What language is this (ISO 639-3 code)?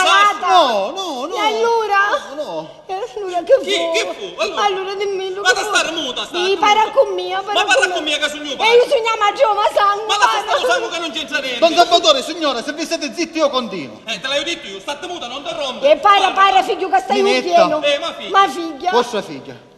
scn